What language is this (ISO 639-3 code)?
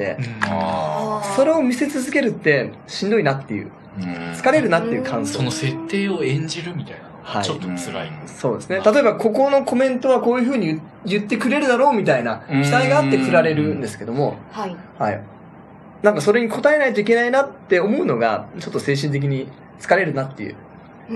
jpn